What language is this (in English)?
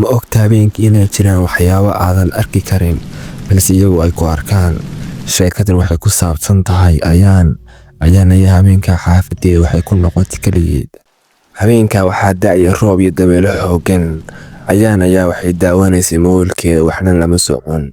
Somali